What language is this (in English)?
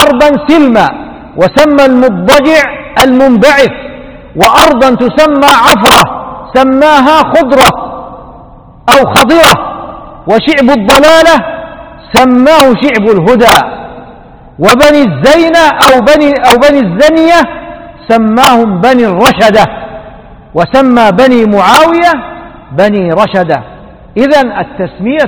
Arabic